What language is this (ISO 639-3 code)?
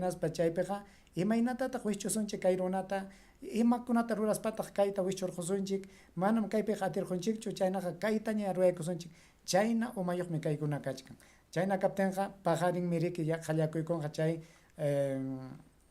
quy